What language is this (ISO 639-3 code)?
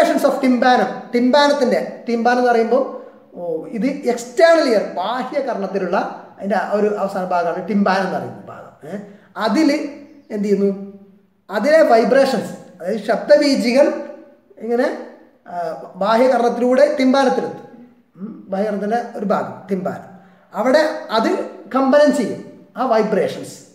mal